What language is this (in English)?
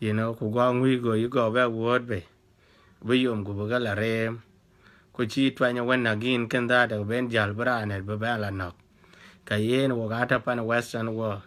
Dinka